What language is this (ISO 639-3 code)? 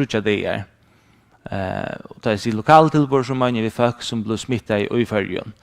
fao